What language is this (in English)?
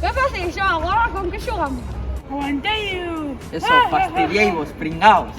Asturian